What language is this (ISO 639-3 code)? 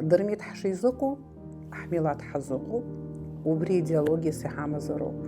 abk